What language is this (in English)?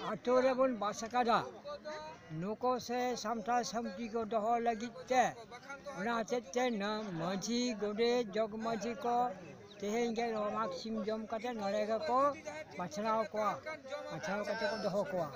Santali